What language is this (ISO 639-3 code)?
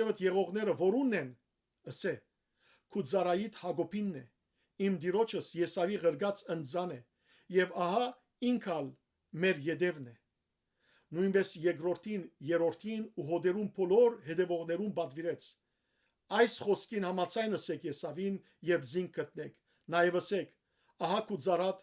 hyw